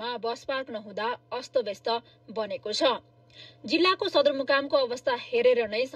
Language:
Nepali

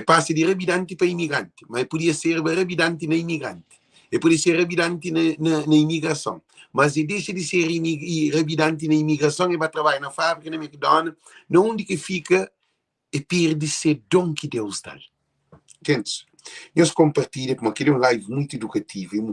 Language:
Kabuverdianu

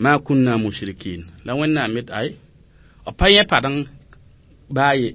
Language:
Mossi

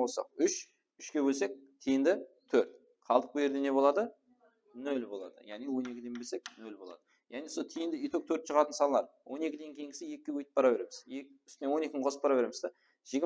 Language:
Kara-Kalpak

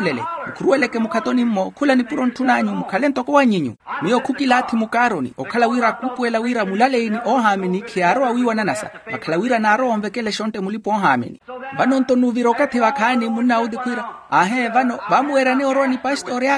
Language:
Makhuwa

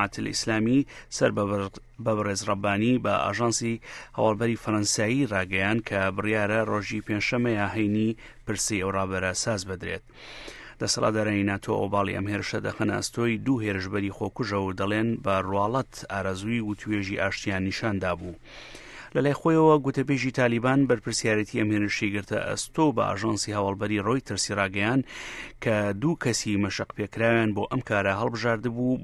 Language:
Central Kurdish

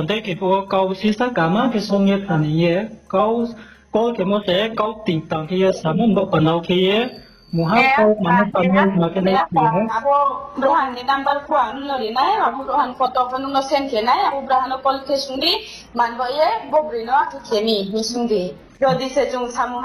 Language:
Riang (India)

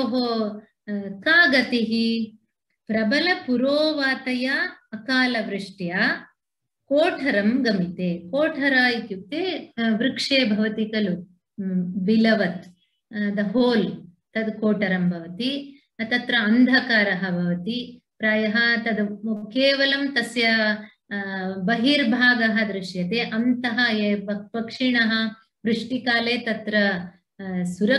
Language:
Sanskrit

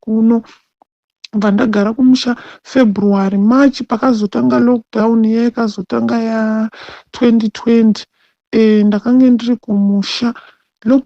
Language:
Shona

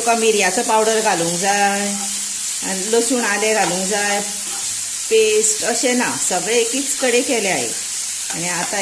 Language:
Konkani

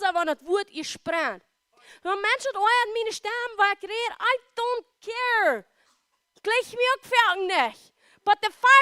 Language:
Plautdietsch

